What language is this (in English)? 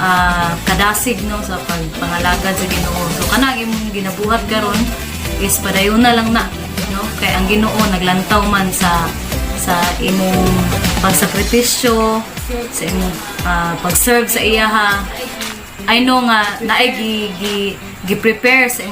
Cebuano